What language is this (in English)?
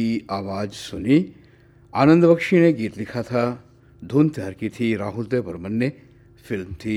Hindi